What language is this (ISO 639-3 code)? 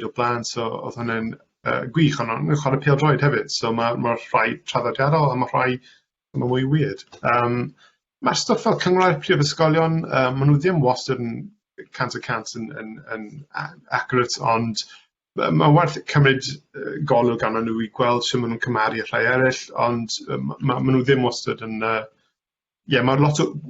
cym